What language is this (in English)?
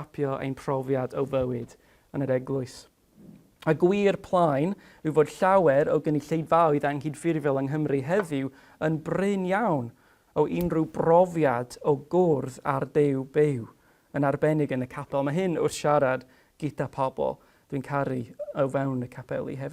Welsh